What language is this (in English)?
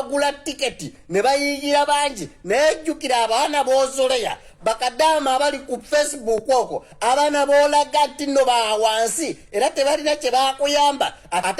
Ganda